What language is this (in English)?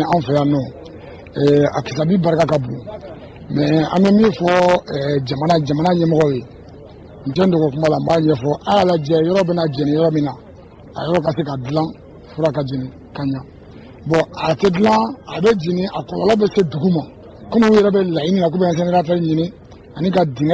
Bambara